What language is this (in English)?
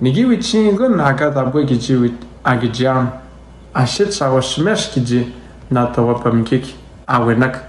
Atikamekw